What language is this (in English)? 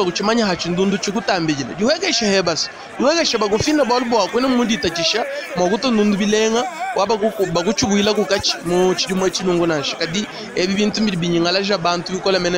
Luba-Lulua